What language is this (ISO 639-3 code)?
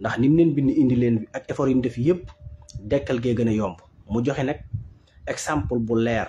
wol